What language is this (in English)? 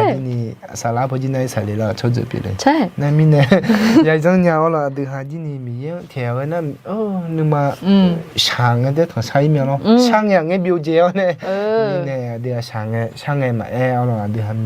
Akha